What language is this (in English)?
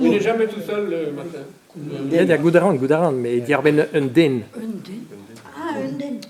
Breton